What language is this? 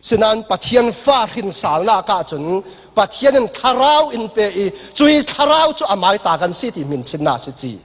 Falam Chin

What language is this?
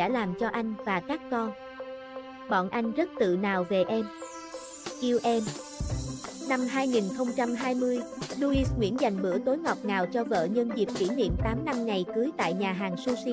Vietnamese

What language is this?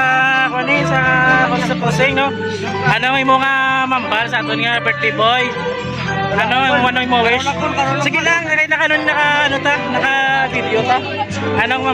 Hiligaynon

